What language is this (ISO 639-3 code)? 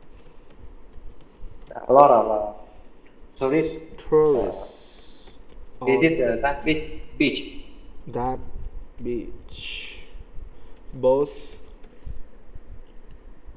vie